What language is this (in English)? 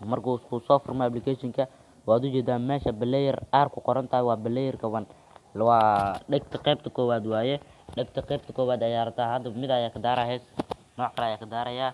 Somali